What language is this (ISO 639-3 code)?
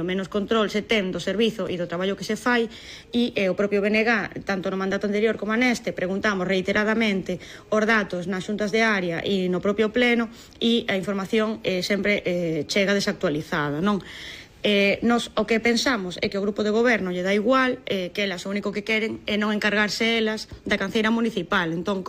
glg